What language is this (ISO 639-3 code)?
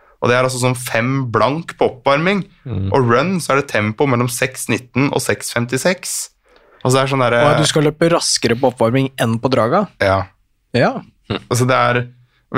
nor